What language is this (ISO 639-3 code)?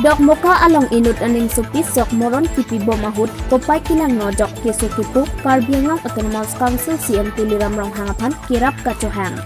mjw